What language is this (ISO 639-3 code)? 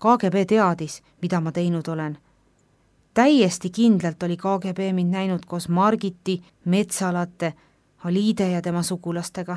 est